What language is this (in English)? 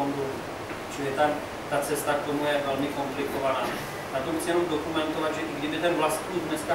Czech